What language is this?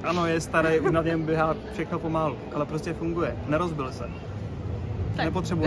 Czech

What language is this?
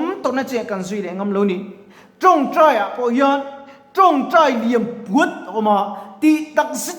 Mizo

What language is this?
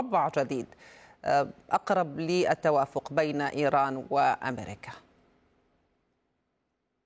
Arabic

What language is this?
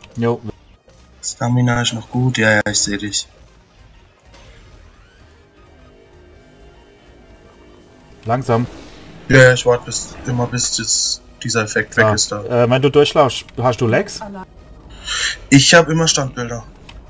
German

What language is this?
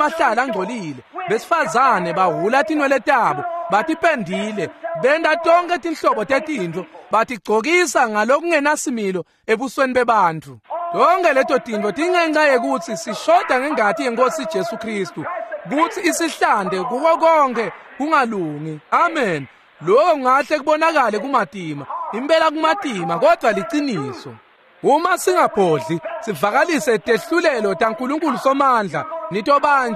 Swati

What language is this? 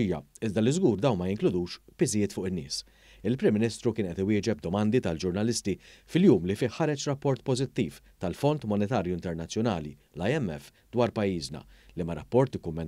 Maltese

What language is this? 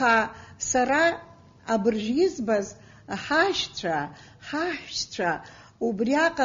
Abkhazian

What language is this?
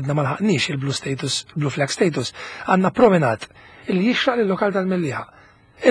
Maltese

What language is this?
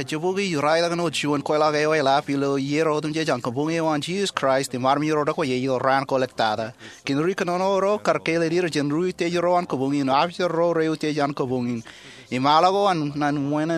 Marshallese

